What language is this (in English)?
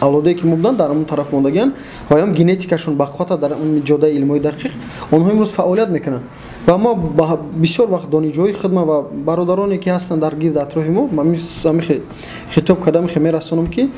Tajik